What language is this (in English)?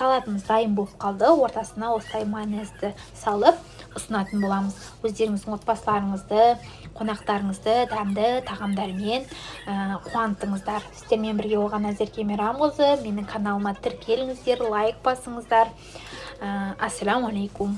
Kazakh